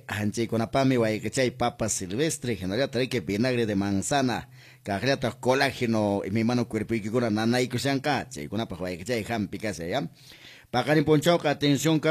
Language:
Quechua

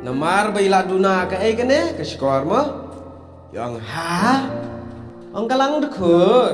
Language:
Khasi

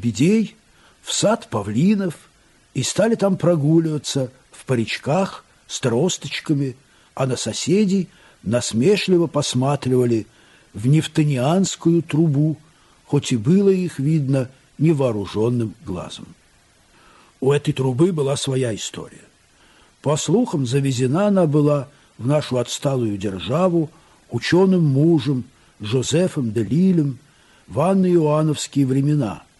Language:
Russian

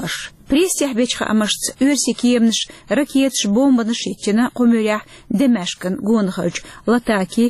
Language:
Chechen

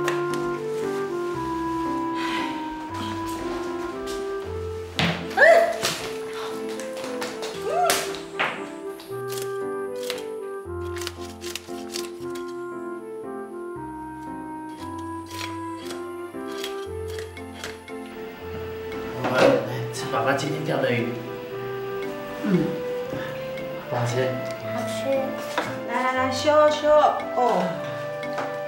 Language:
Chinese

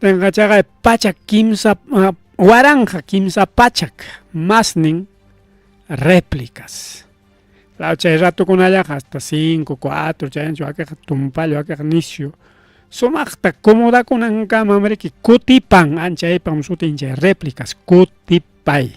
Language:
Ayacucho Quechua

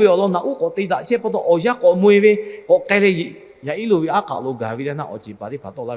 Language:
Lahu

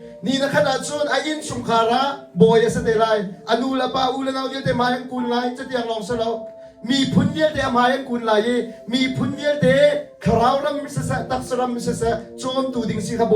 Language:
Hakha Chin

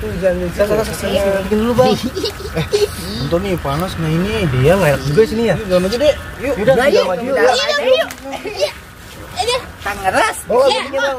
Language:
Betawi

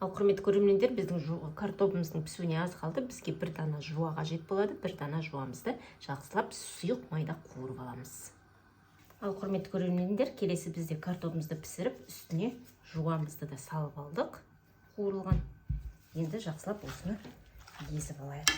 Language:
Kazakh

